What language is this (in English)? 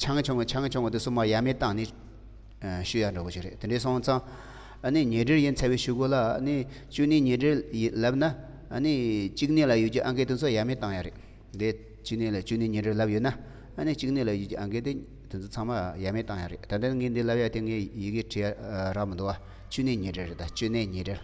Tibetan